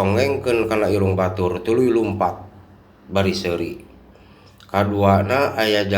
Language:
Sundanese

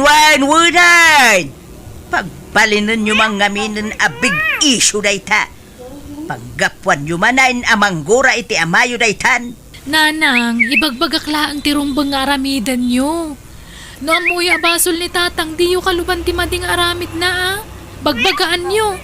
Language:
Iloko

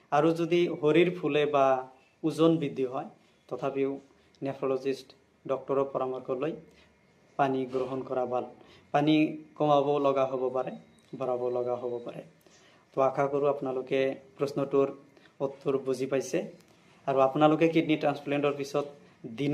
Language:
Assamese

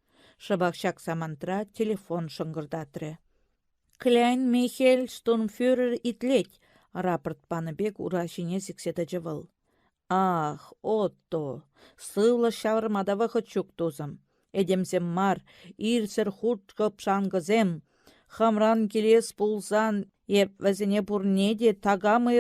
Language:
Chuvash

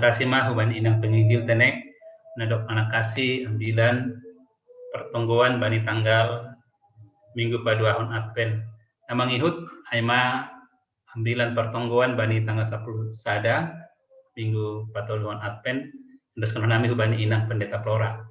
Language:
Batak Simalungun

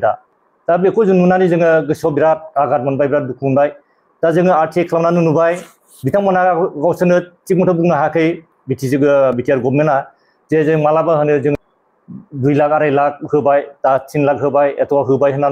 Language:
Bodo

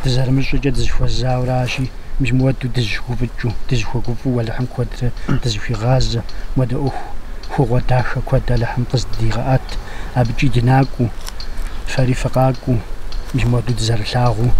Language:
Kabardian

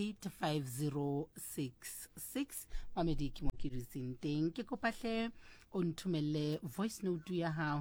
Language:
Southern Sotho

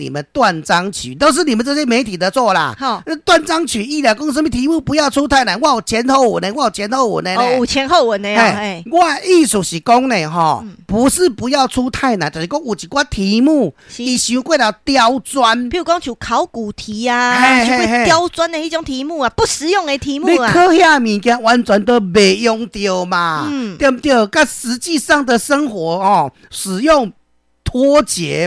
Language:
Min Nan Chinese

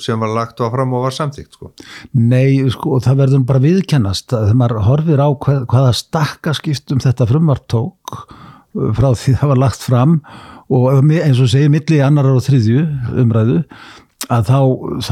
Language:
Icelandic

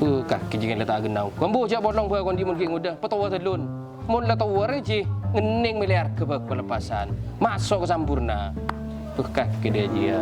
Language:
Madurese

